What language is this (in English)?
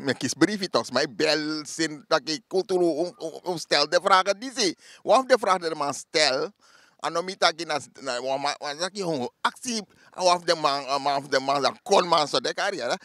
Sranan Tongo